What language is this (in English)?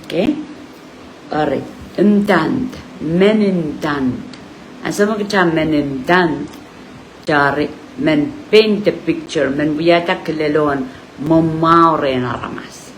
Pohnpeian